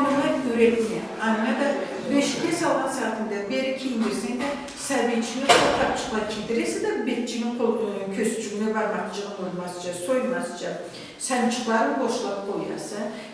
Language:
Karachay-Balkar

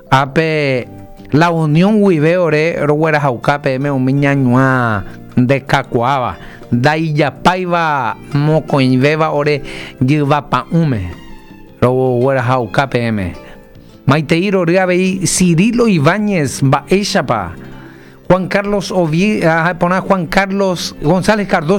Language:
Guarani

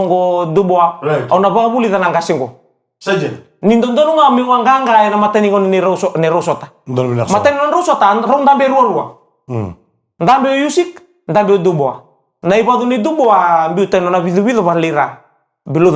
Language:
Fijian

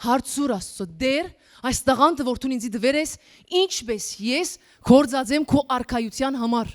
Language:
Western Armenian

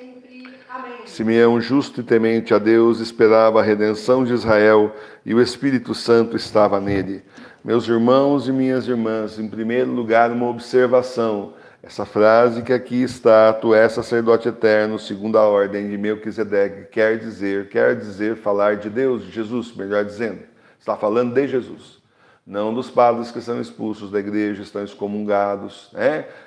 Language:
Portuguese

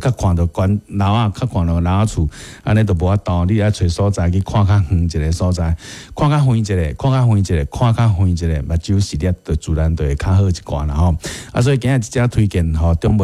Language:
Min Nan Chinese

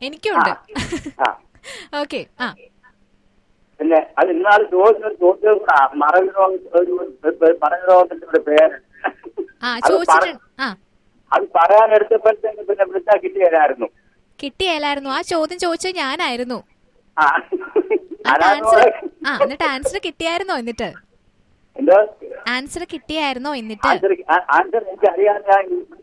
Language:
Malayalam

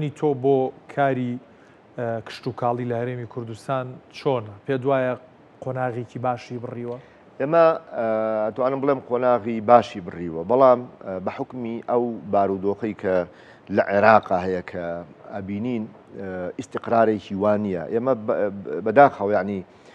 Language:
Central Kurdish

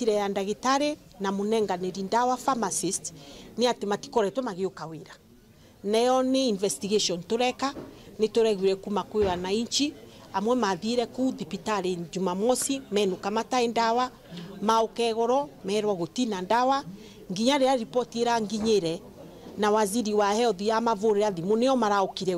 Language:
Meru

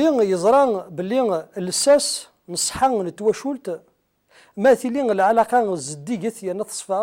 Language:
Kabyle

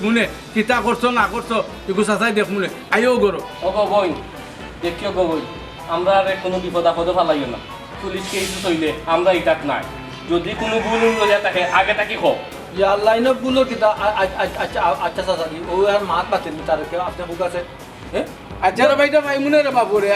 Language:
Sylheti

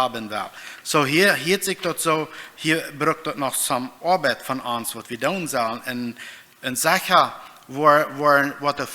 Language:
Plautdietsch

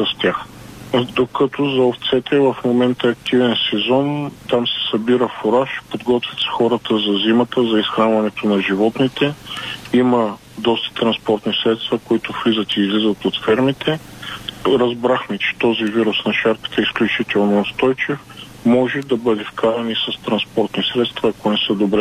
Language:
Bulgarian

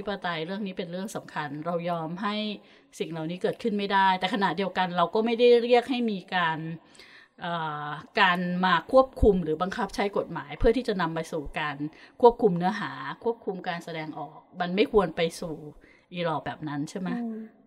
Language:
Thai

